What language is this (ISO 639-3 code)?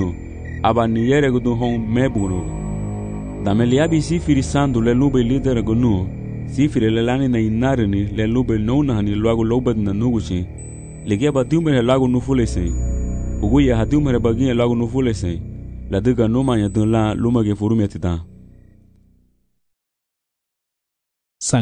cab